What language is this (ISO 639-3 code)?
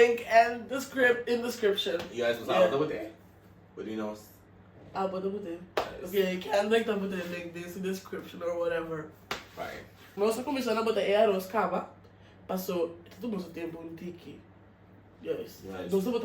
pap